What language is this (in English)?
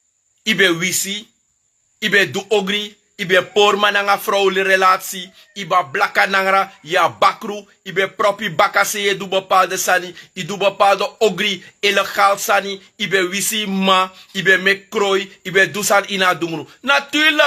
Sranan Tongo